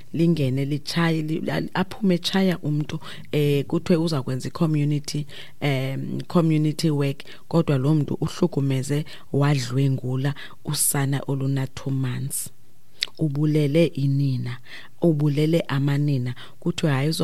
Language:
Xhosa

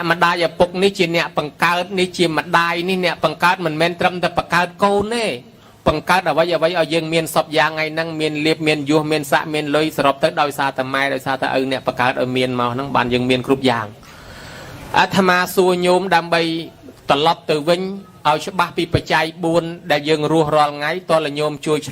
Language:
Khmer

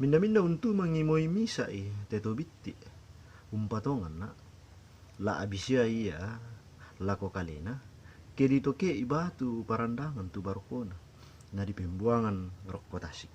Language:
Toraja-Sa'dan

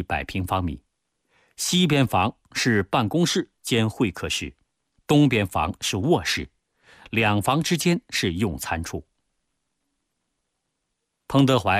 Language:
Chinese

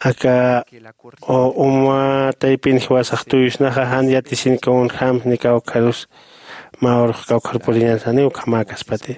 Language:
Aymara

